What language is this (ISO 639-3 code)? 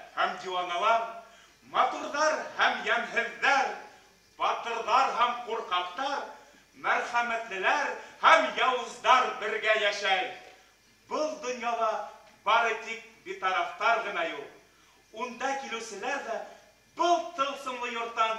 bak